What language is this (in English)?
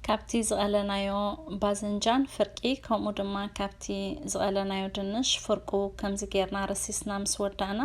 Tigrinya